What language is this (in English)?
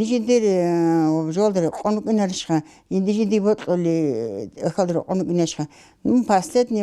Avaric